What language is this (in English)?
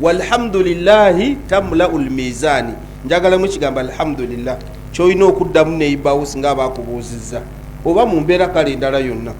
Ganda